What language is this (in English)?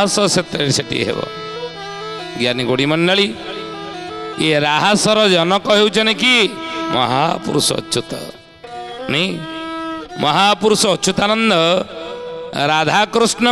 Odia